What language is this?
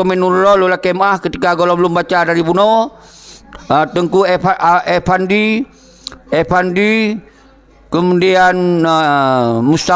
Achinese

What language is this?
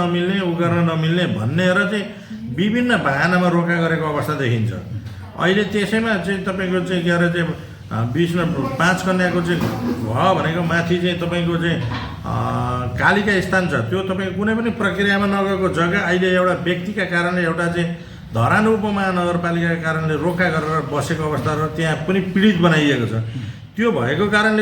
Nepali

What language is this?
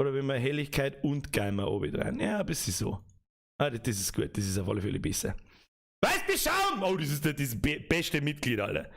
Bavarian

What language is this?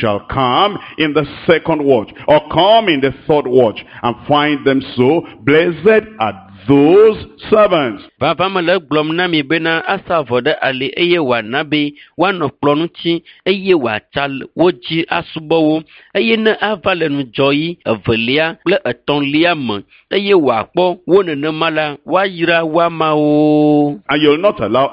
Ewe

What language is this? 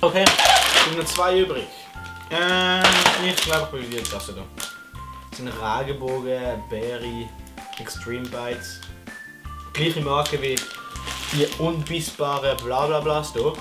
Swiss German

